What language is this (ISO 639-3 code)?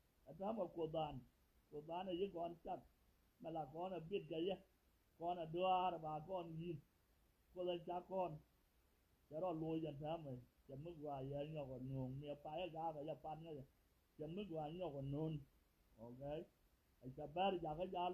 nus